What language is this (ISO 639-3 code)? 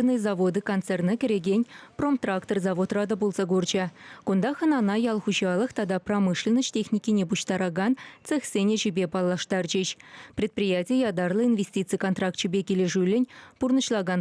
chv